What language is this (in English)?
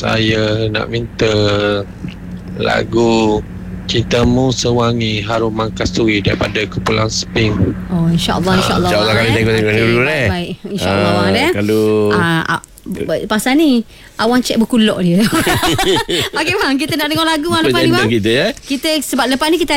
Malay